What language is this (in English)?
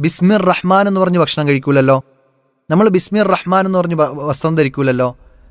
Malayalam